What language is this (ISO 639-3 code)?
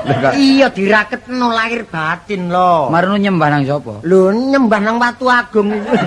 jav